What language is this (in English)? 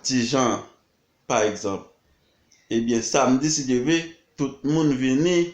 Haitian Creole